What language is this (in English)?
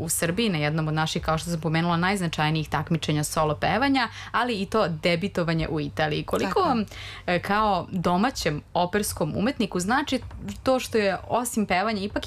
Serbian